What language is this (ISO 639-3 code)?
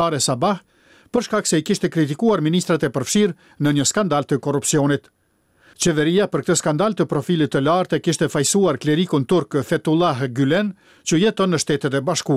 sqi